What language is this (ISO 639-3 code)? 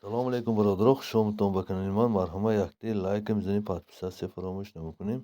tgk